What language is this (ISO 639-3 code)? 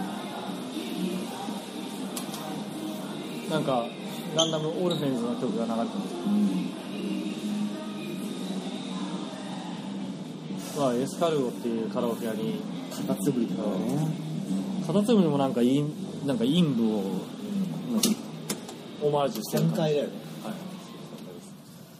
jpn